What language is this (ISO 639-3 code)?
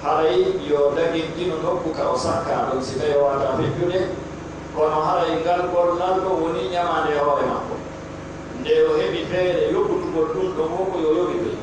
fuf